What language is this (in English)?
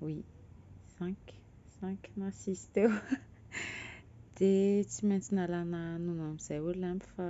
Malagasy